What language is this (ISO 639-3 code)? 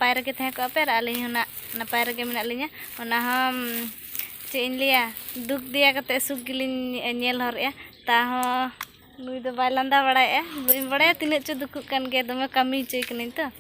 sat